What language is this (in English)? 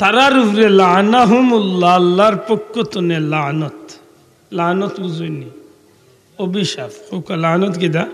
Sylheti